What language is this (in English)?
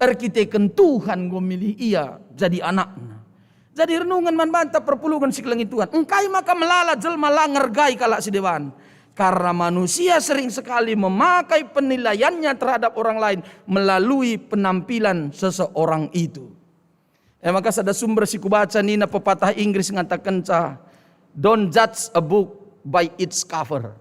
Batak Karo